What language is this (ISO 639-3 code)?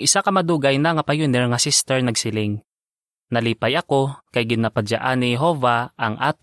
hil